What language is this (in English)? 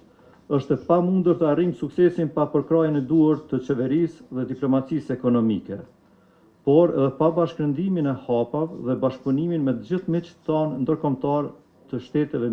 Albanian